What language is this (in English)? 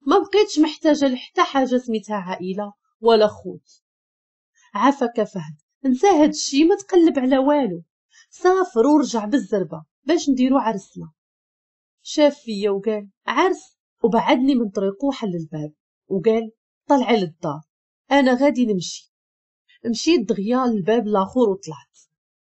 Moroccan Arabic